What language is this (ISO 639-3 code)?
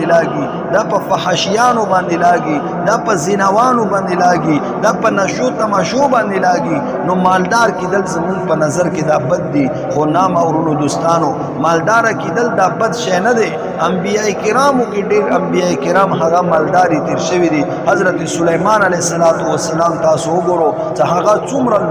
pus